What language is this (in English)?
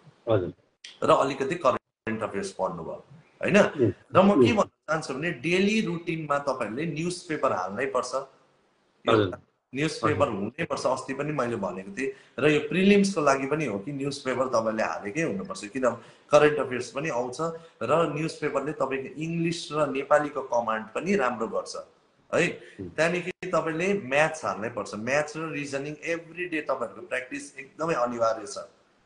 Nepali